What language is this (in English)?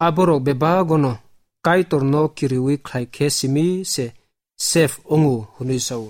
Kok Borok